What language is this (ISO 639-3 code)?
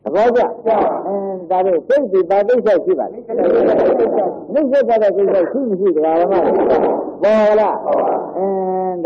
mya